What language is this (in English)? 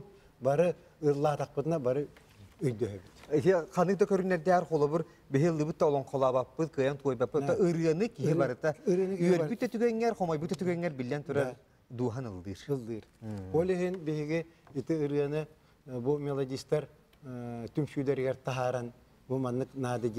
Yakut